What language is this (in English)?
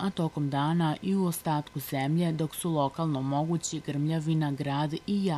Serbian